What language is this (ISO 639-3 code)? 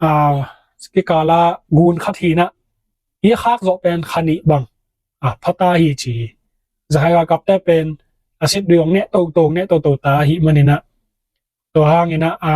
ctd